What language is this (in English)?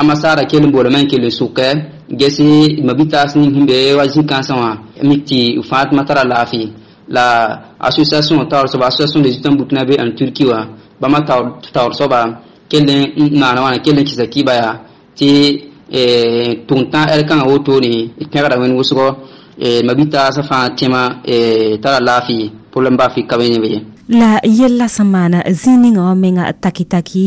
Mossi